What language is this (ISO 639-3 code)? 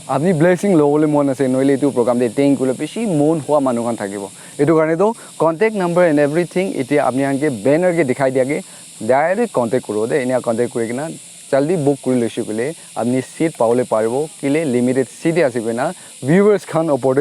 nag